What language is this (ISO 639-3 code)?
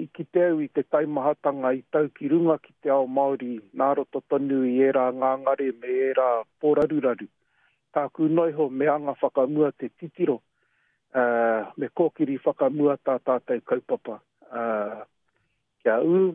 mri